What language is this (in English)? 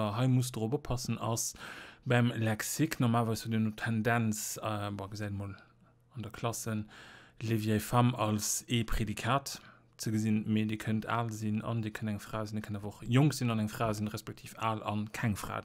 Luxembourgish